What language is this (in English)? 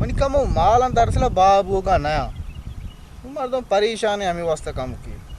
Eastern Balochi